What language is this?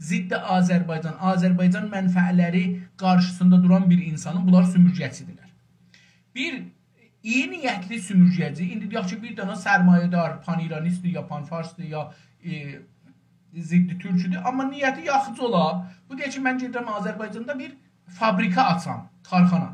South Azerbaijani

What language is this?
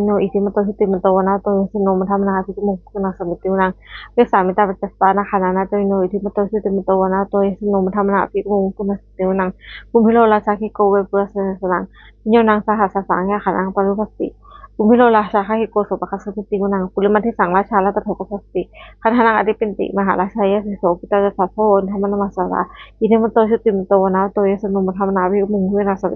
Pali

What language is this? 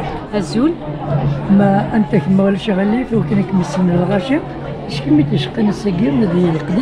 Kabyle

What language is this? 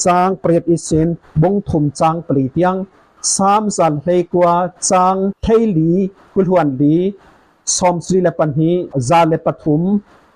Falam Chin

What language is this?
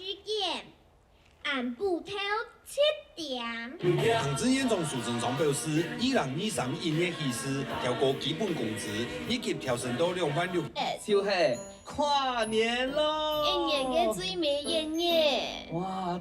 Hakka Chinese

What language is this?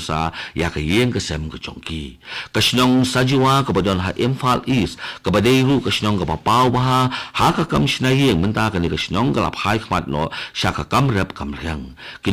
Khasi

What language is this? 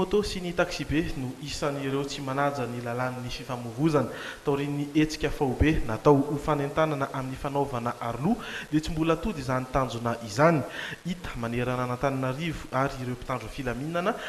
Malagasy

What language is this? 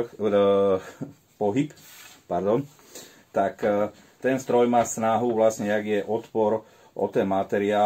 Slovak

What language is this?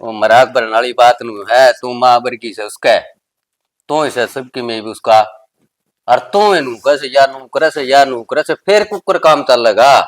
Haryanvi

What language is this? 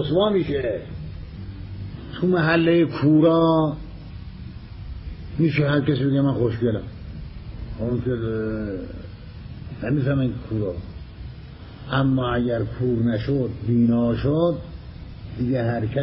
Persian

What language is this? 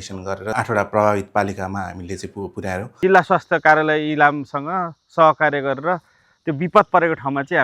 Nepali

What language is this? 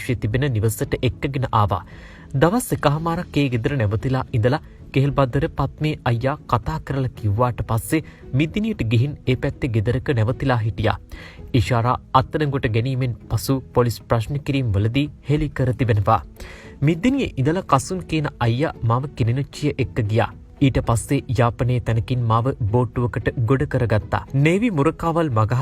Sinhala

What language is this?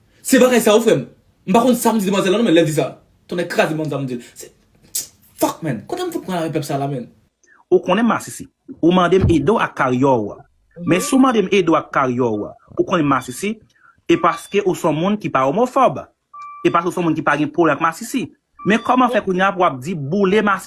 Haitian Creole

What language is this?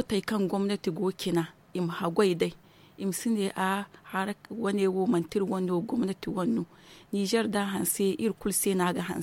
Zarma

